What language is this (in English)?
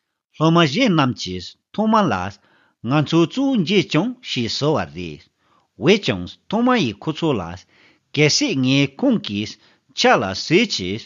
Tibetan